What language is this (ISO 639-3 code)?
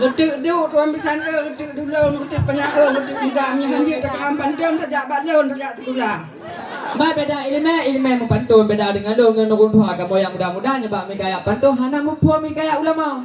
ace